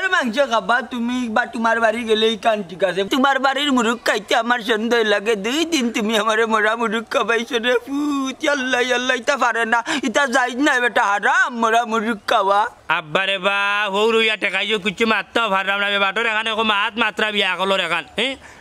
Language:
Sylheti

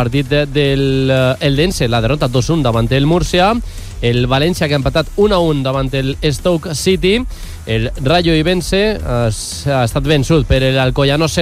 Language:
Catalan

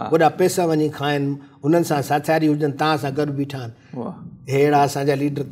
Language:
Sindhi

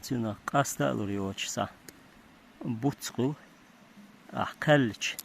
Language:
Chechen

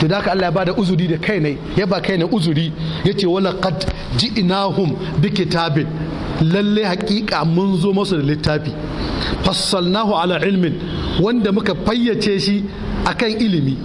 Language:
Hausa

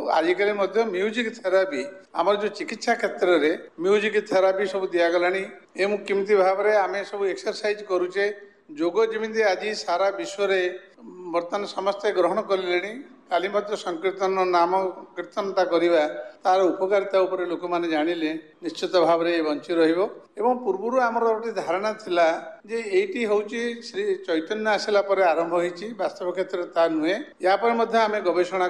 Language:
Odia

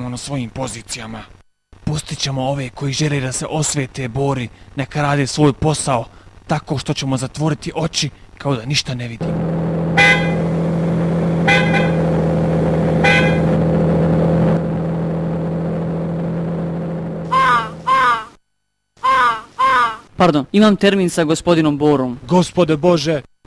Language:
Bosnian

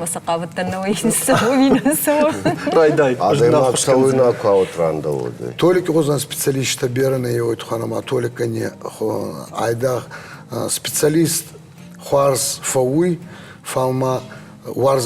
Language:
Ossetic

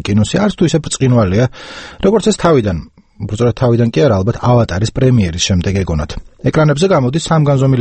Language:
Georgian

